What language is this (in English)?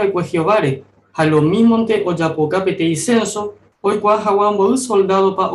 Guarani